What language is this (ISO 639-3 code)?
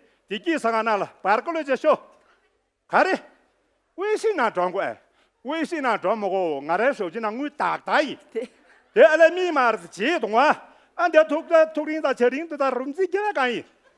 bod